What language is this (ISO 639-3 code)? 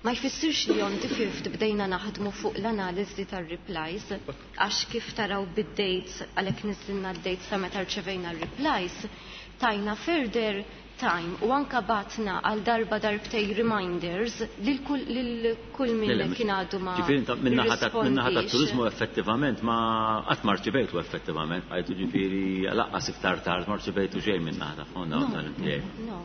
mlt